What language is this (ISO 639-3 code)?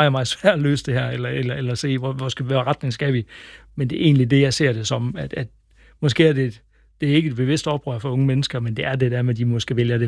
dan